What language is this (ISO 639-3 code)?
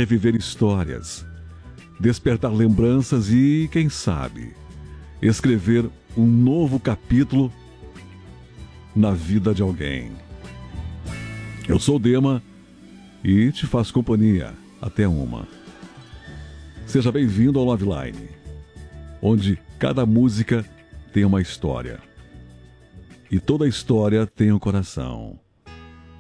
por